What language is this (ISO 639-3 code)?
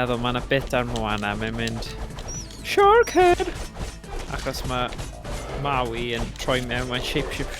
cym